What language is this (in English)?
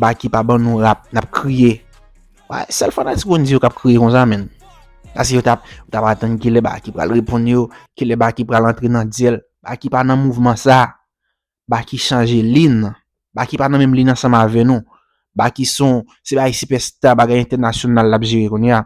Haitian Creole